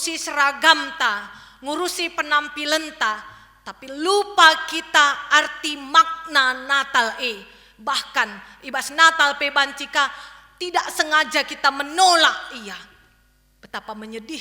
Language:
Batak Karo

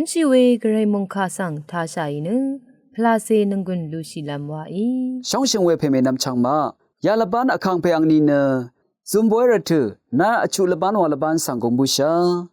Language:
Rawang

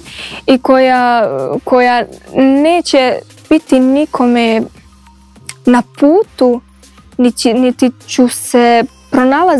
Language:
Croatian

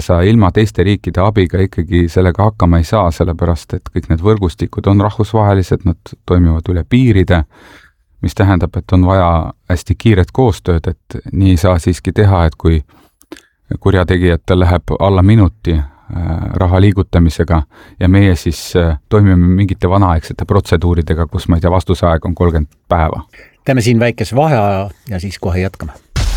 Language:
Estonian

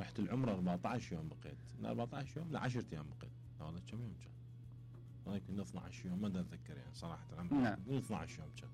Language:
Mesopotamian Arabic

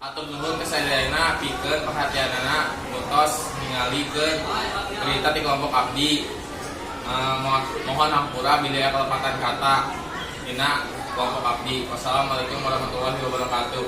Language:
Sundanese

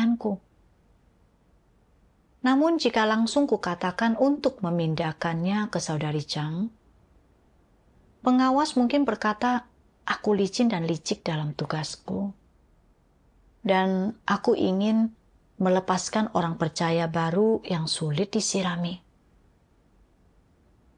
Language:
Indonesian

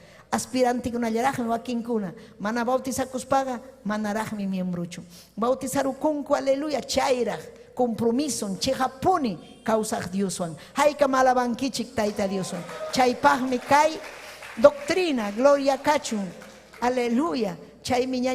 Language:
Ayacucho Quechua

